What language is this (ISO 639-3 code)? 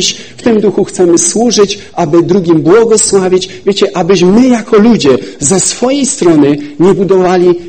pol